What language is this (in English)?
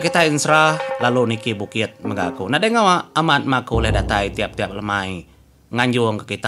Iban